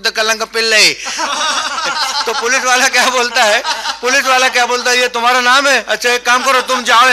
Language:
Hindi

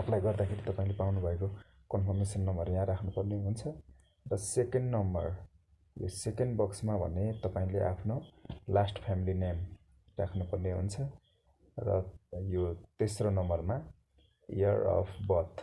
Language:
Nepali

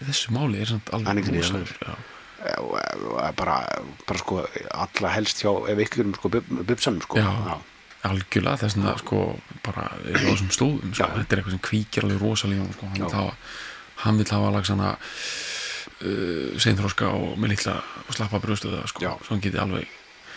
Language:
Icelandic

